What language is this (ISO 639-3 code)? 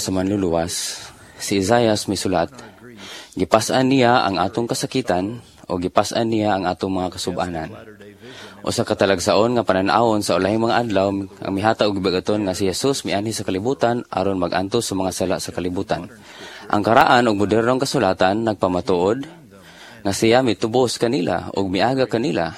ceb